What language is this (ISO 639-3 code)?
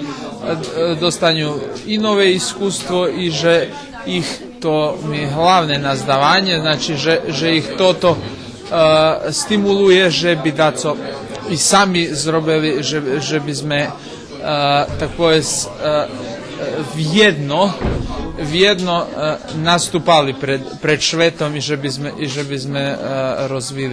rue